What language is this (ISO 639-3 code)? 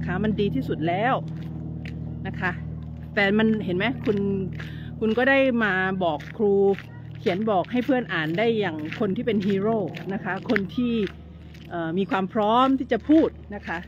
tha